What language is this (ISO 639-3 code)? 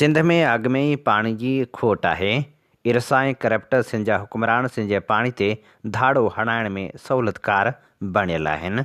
snd